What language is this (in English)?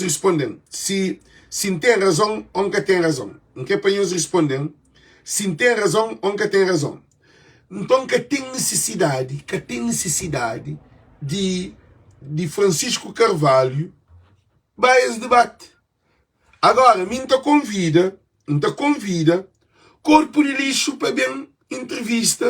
Kabuverdianu